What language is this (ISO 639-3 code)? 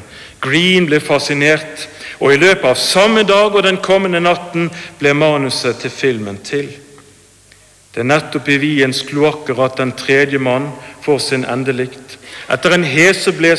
nor